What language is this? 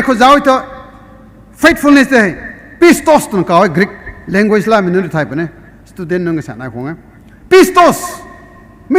Rongmei Naga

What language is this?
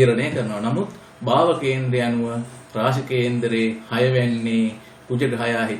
Sinhala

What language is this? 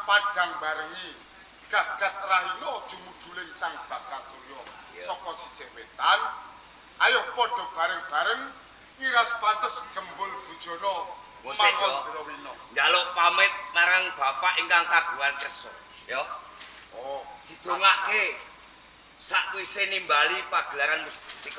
Javanese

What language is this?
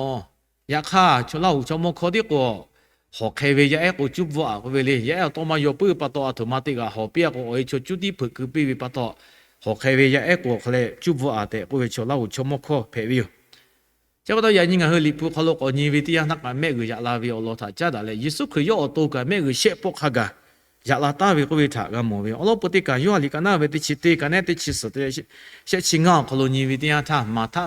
Lahu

